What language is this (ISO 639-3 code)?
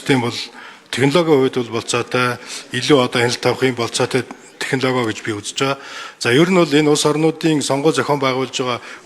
mon